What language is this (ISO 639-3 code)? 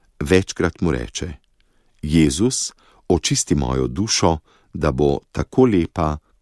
slv